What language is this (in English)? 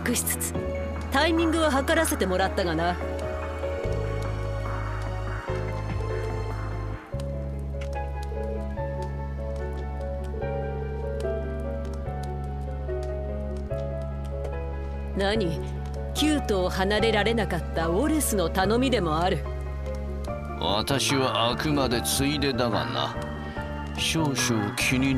Japanese